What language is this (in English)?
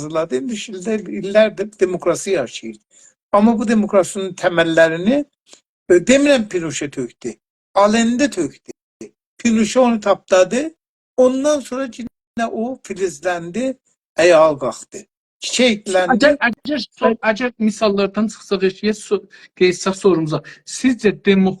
South Azerbaijani